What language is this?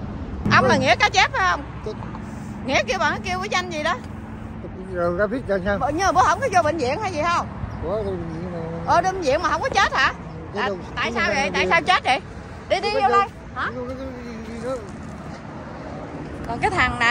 Vietnamese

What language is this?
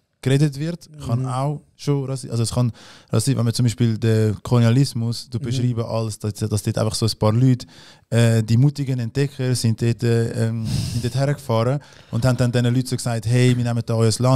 Swiss German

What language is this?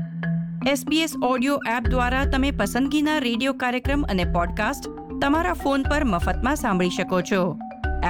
Gujarati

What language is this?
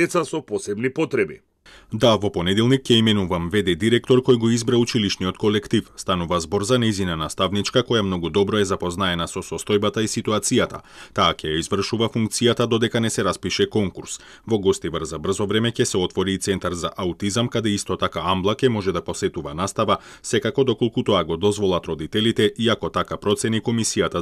Macedonian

